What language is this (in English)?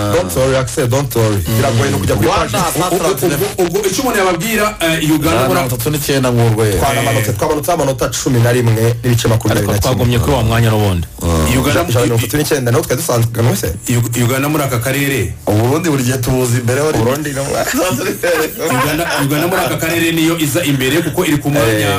Kinyarwanda